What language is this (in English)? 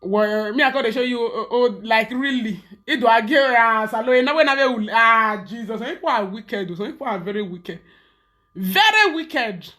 Nigerian Pidgin